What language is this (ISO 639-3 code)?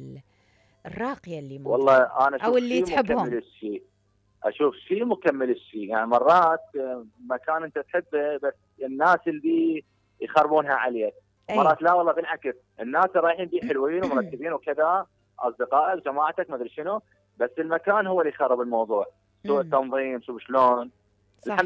acm